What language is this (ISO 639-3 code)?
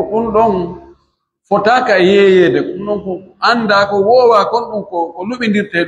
fuf